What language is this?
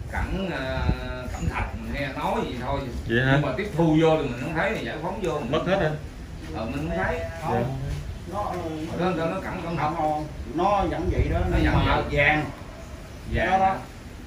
Vietnamese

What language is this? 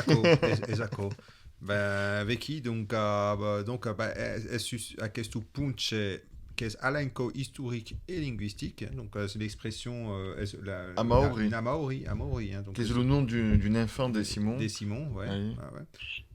Occitan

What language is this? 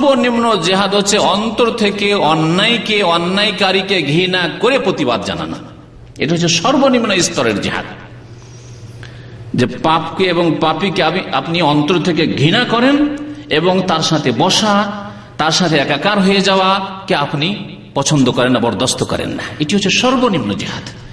Bangla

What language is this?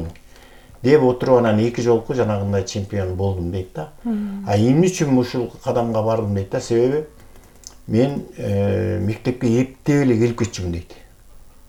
Kyrgyz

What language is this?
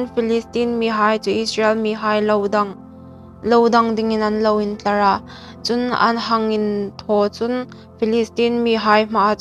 Hmar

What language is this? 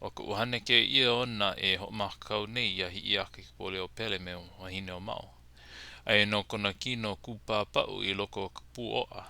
Hawaiian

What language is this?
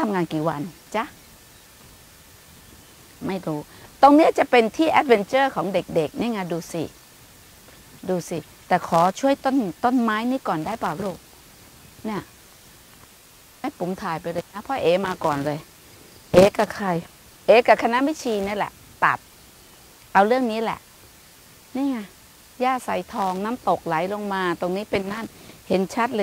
Thai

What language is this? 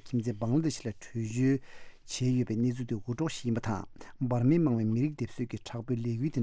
Tibetan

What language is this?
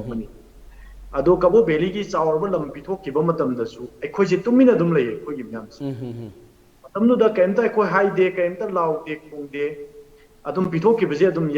Manipuri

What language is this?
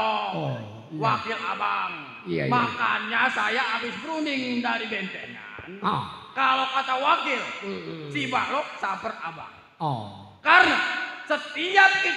Betawi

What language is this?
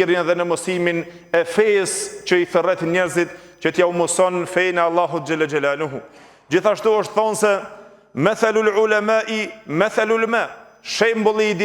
Albanian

